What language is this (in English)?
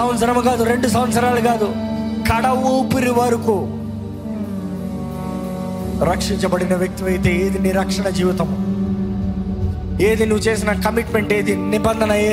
Telugu